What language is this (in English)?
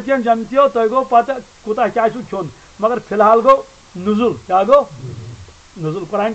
Kashmiri